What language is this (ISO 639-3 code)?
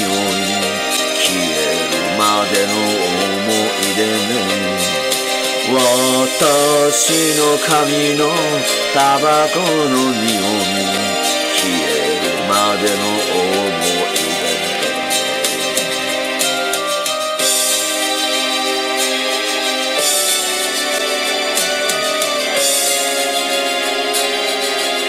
jpn